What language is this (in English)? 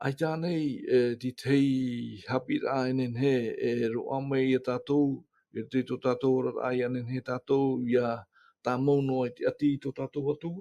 Tahitian